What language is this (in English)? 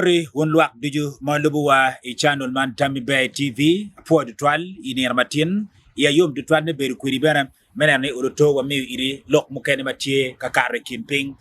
Acoli